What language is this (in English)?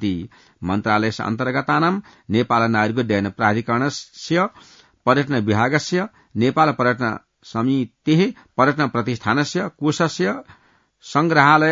Sanskrit